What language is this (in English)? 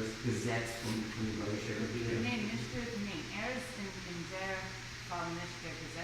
Yiddish